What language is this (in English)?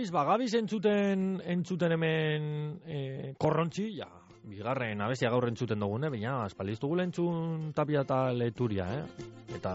Basque